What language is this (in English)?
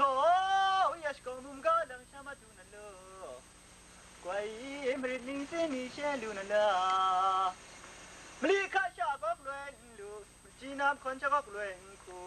Kachin